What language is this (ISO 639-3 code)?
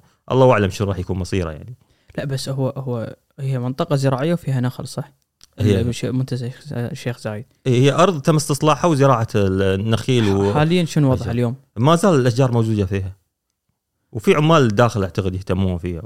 afb